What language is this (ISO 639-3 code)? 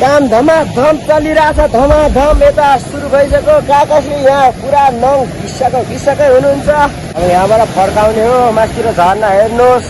nep